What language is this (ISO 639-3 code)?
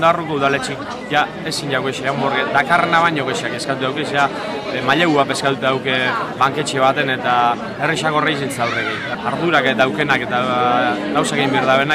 eus